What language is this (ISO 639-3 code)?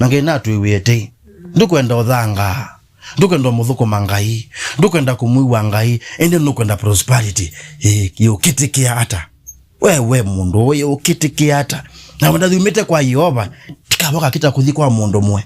kam